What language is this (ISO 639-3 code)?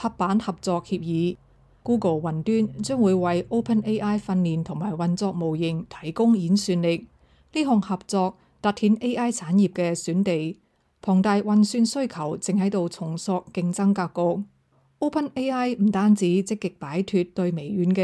yue